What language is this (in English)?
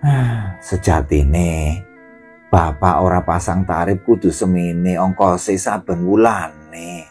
Javanese